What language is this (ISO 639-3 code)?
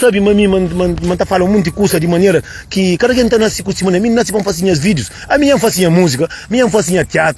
kea